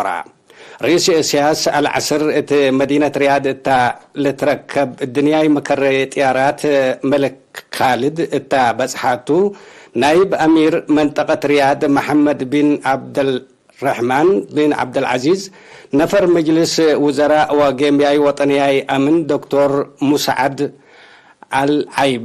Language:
Tigre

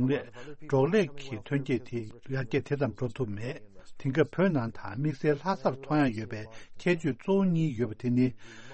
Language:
Tibetan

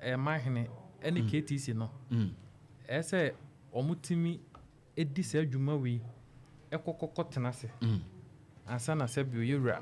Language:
Akan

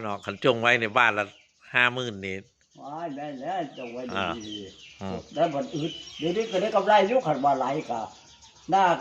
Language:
Northeastern Thai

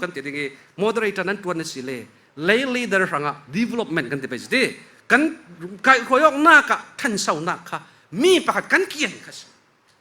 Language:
Falam Chin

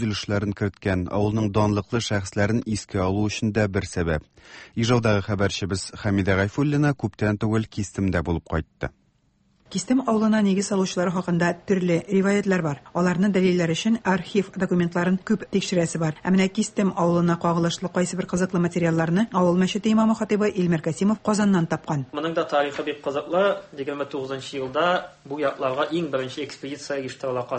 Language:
Tatar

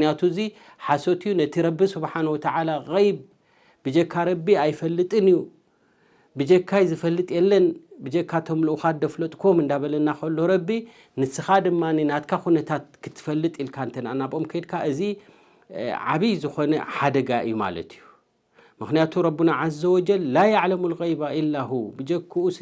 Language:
Tigrinya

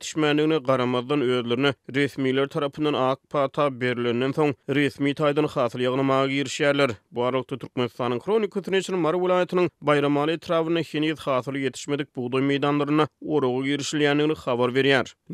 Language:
Turkmen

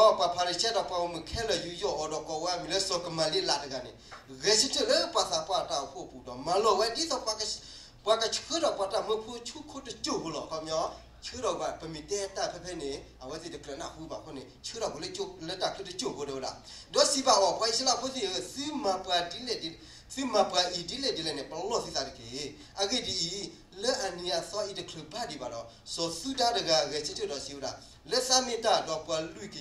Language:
S'gaw Karen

